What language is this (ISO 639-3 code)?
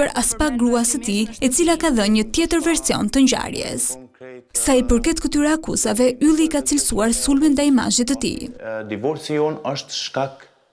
sqi